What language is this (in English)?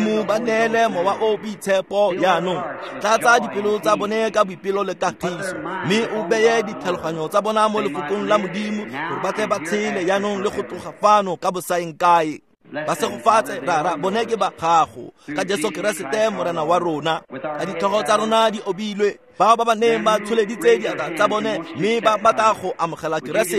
Tswana